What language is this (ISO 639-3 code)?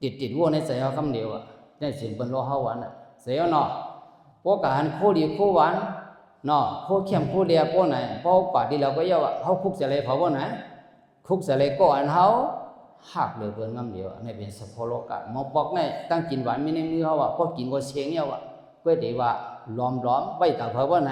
shn